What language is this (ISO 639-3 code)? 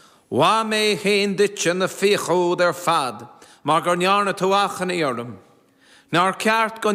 gle